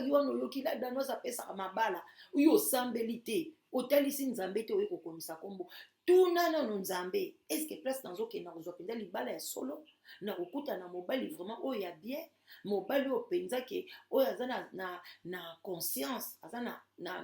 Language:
Lingala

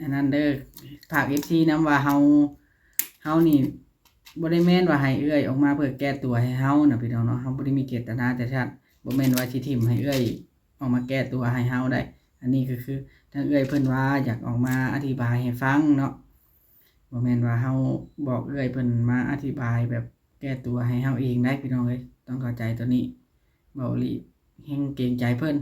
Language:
Northeastern Thai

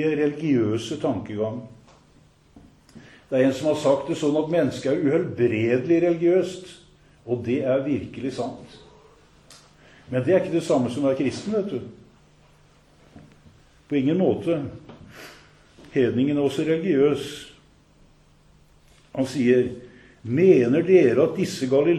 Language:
Norwegian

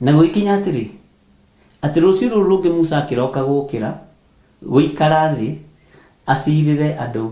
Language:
Kikuyu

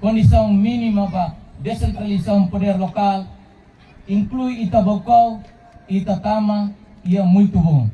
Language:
Tetum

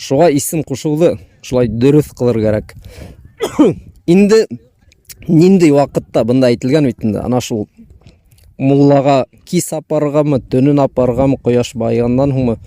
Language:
Bashkir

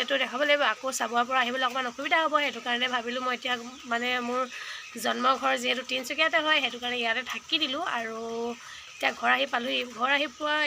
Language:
Assamese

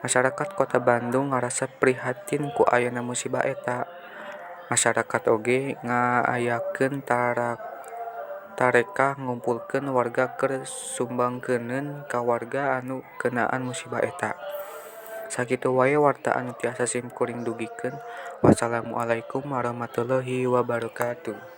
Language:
Sundanese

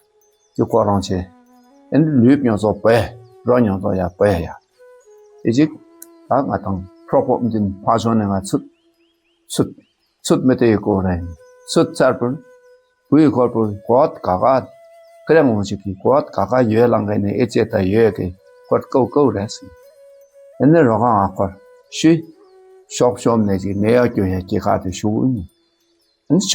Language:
Dakpakha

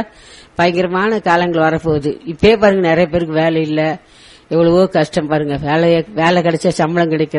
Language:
Tamil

